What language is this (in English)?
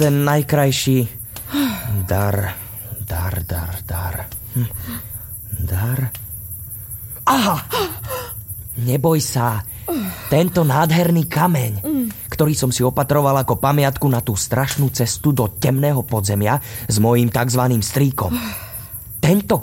Slovak